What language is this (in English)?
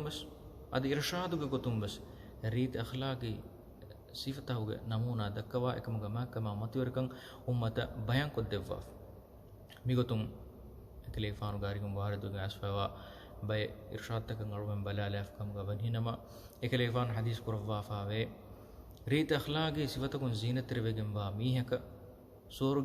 Divehi